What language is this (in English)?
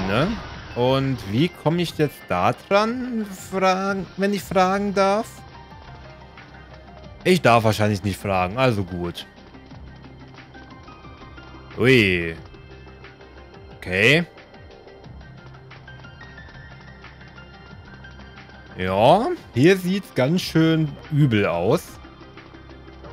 German